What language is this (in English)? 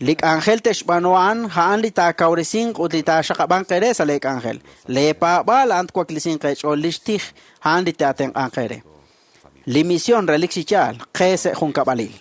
Kekchí